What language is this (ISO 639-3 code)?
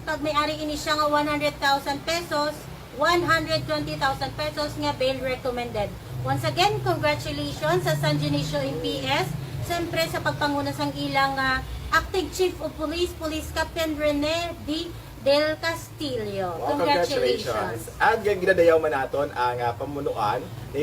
hil